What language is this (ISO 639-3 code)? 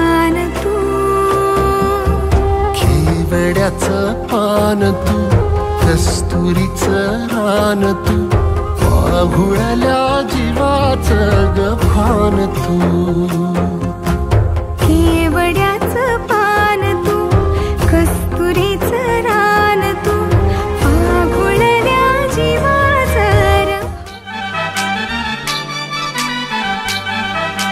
mar